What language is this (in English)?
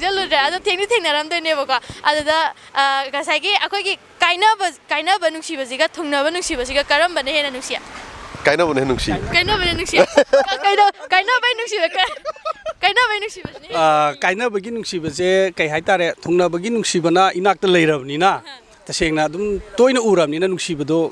Manipuri